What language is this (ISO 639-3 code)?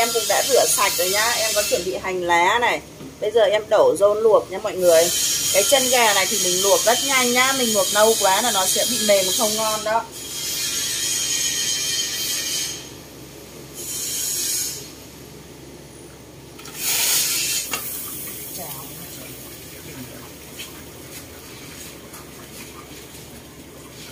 vie